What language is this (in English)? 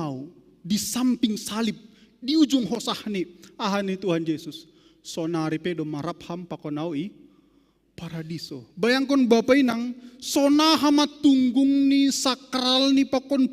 Batak Simalungun